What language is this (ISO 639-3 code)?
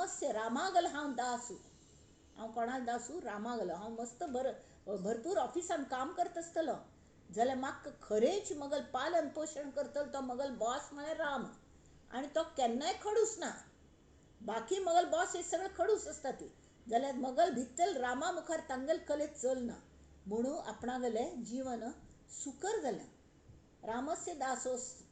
kok